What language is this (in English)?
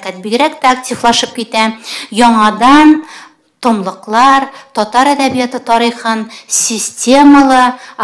Tatar